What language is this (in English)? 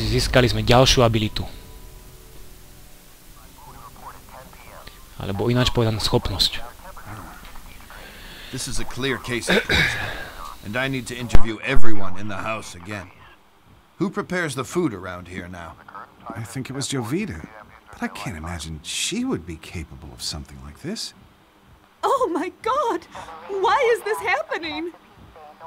Slovak